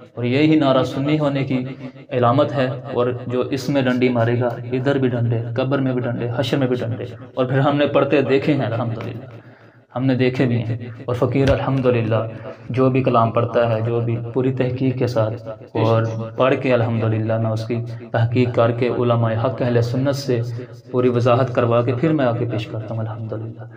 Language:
Urdu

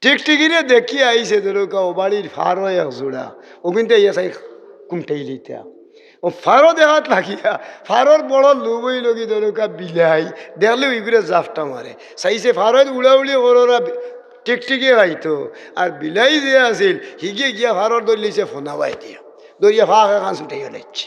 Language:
Sylheti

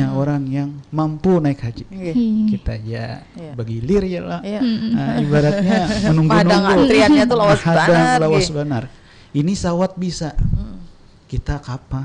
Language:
Banjar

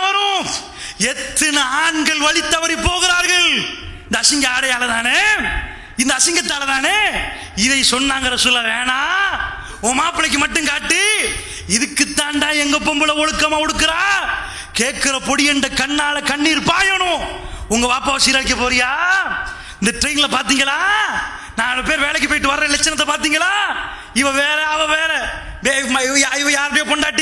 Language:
Tamil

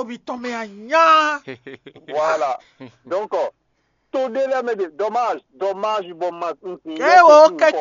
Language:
Fon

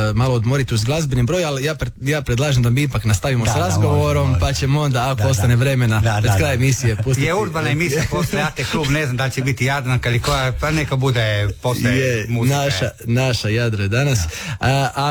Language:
Croatian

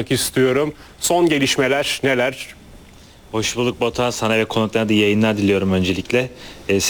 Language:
Turkish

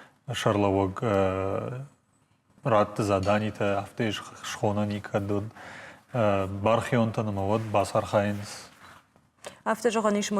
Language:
Ossetic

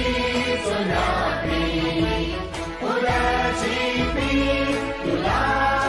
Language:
Newari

